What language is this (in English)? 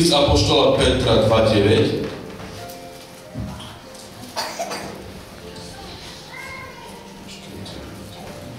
Slovak